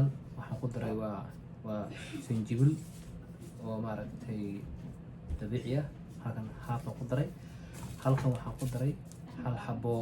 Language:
Somali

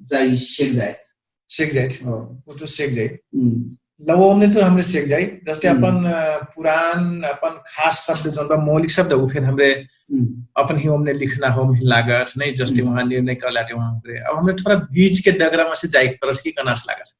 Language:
Dangaura Tharu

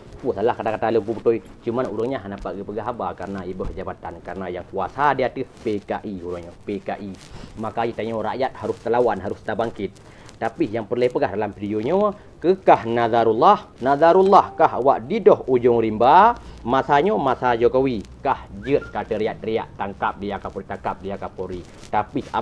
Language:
Achinese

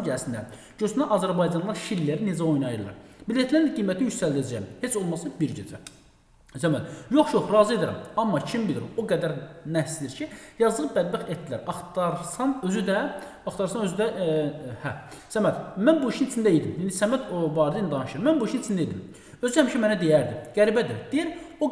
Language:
Azerbaijani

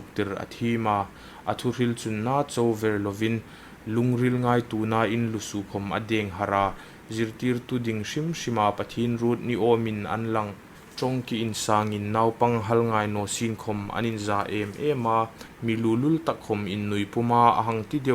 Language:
Hmar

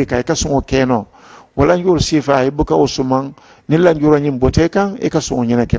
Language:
Mandingo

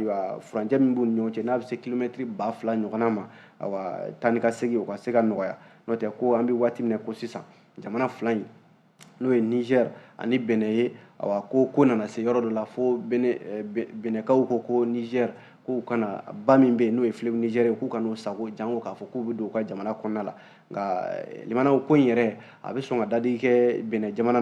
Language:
Bambara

